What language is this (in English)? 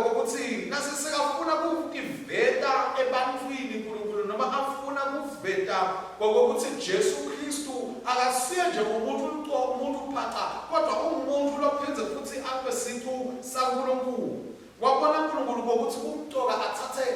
Swati